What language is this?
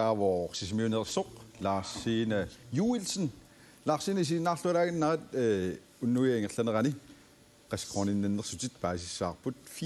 Kalaallisut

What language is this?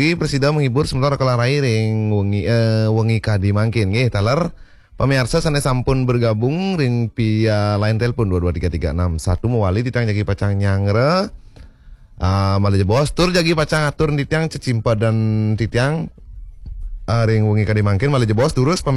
Balinese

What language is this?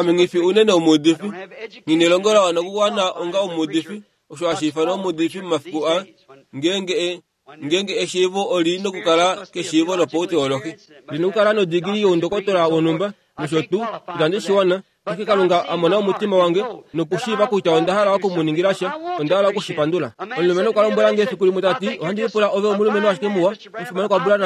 Kuanyama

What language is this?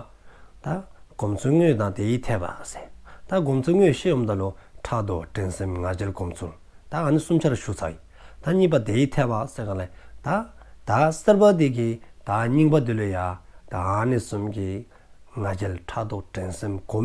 Dzongkha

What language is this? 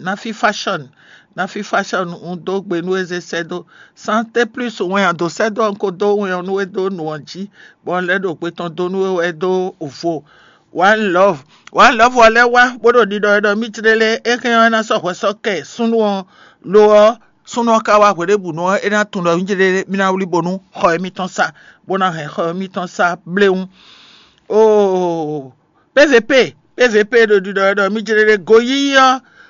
Fon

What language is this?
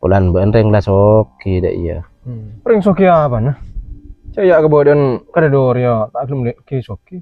Madurese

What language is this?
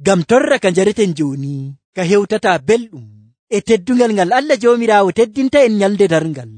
Nigerian Fulfulde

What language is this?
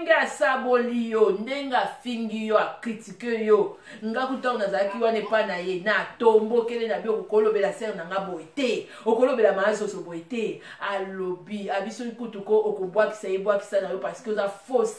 Lingala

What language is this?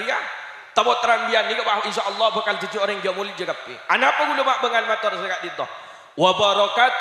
Madurese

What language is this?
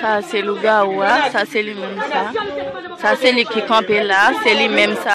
Haitian Creole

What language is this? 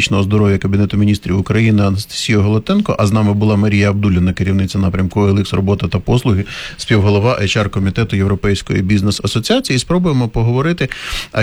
Ukrainian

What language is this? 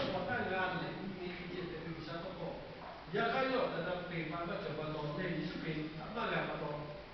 Lahu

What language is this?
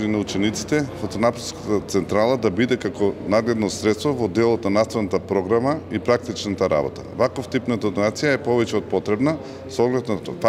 Macedonian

